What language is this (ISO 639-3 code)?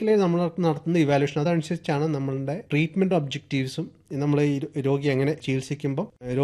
mal